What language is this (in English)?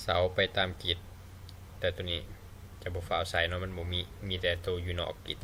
Lao